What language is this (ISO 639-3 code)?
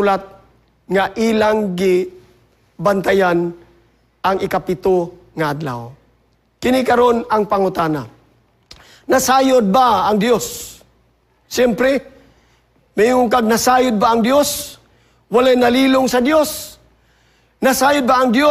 ceb